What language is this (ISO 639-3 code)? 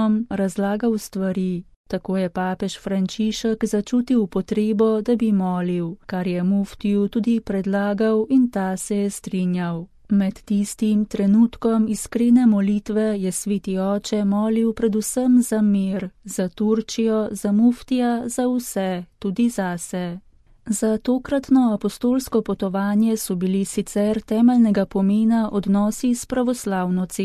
slv